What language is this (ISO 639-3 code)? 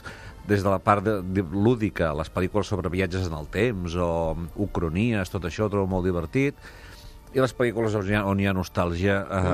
cat